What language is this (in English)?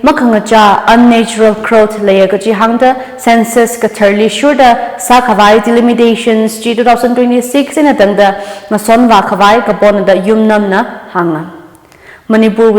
Tangkhul Naga (India)